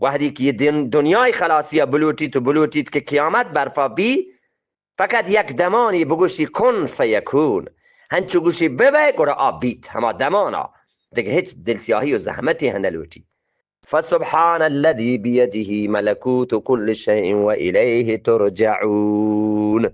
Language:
Eastern Balochi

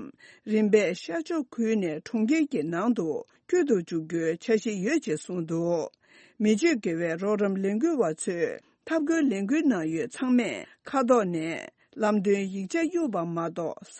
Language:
Tibetan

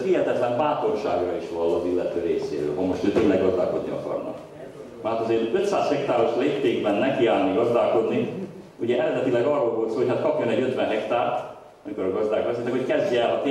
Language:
Hungarian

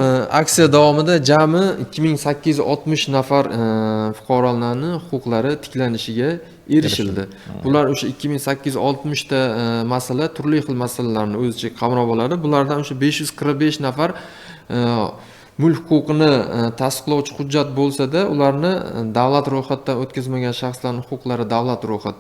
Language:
Uzbek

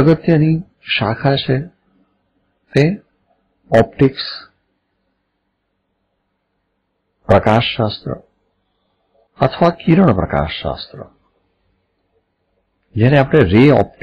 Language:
Gujarati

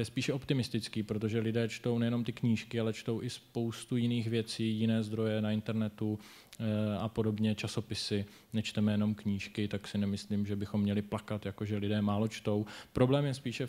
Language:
Czech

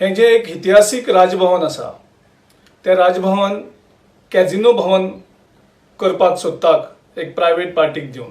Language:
Konkani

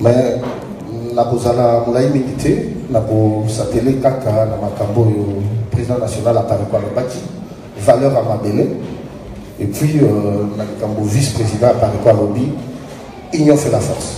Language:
Lingala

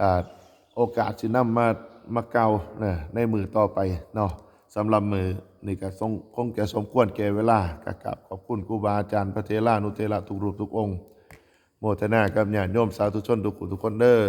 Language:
Northeastern Thai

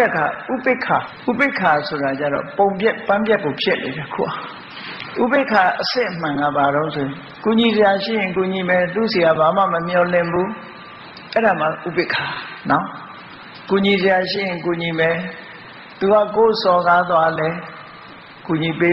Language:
Burmese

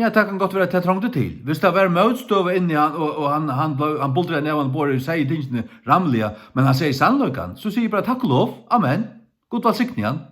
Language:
Faroese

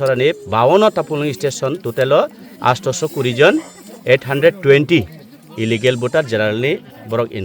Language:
Kok Borok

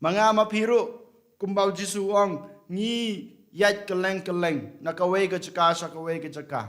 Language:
Khasi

